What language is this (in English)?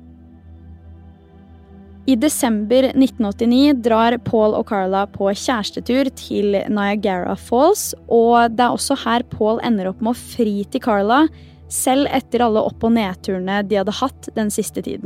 Norwegian